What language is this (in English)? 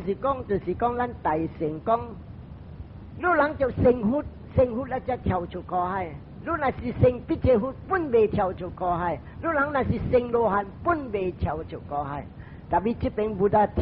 Min Nan Chinese